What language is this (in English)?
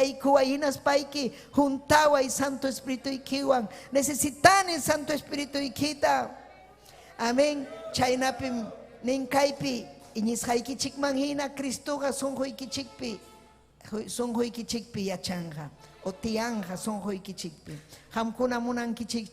Ayacucho Quechua